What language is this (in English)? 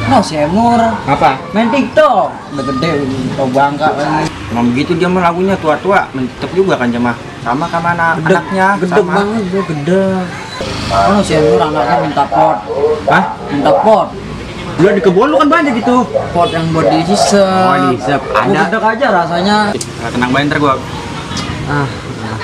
Betawi